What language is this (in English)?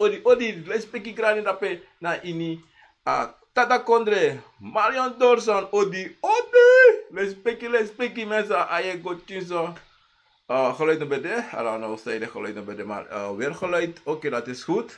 Sranan Tongo